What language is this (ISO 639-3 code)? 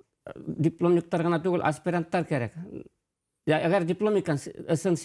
bak